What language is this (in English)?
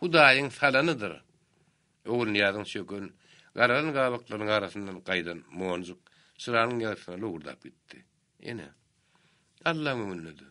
Turkmen